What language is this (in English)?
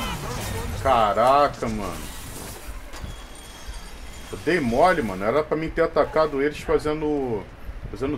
Portuguese